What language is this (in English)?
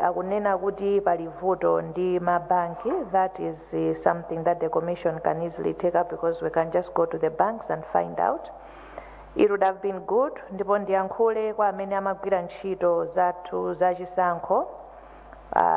Nyanja